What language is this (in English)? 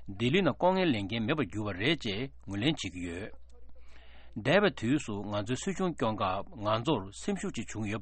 Tibetan